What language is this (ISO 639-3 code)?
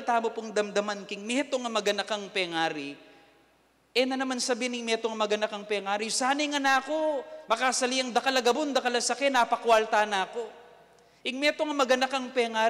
pam